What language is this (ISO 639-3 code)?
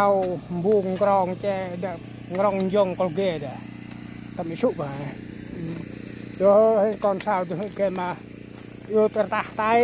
cmo